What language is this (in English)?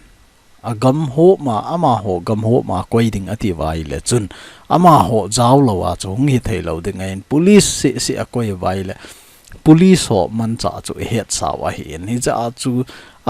Thado Chin